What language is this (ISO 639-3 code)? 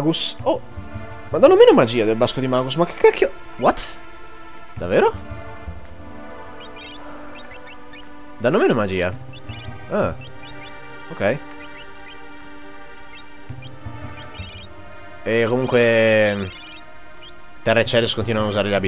ita